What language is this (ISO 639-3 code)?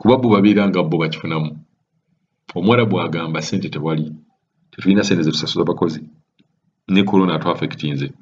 lug